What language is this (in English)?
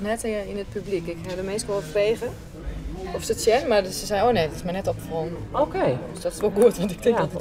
Western Frisian